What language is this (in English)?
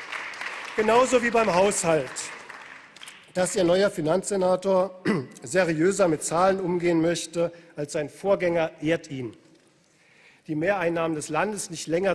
German